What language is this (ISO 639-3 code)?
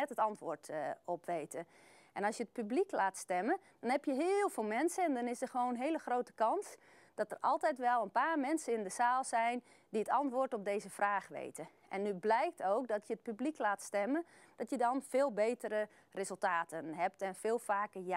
nld